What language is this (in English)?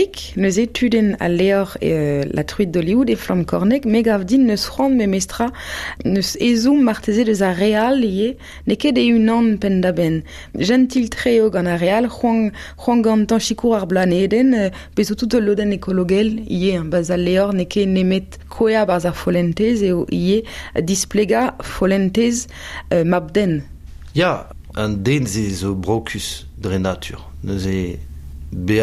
Breton